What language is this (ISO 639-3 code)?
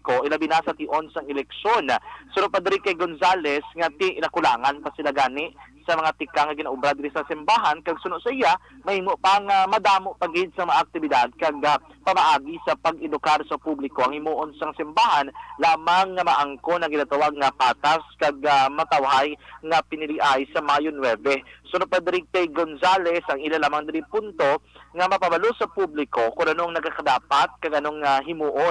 hil